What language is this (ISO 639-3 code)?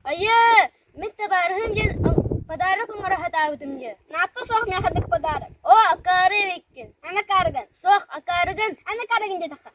sah